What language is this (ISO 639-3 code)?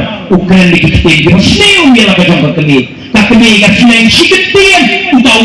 kha